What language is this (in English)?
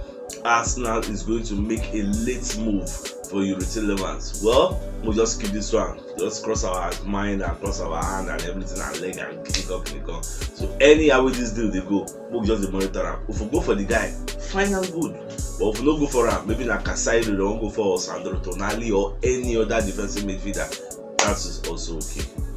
Nigerian Pidgin